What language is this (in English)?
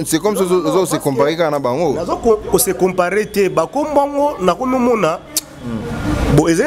Lingala